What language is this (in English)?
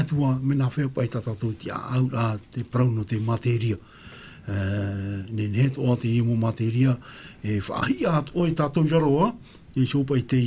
Tahitian